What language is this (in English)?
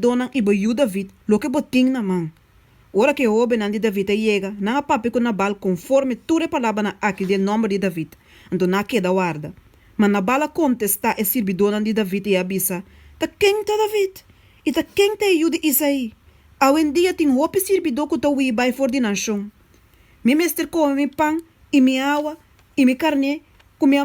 Papiamento